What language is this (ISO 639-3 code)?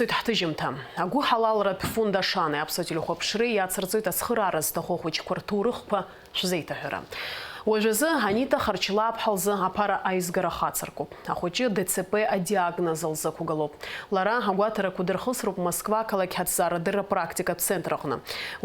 abk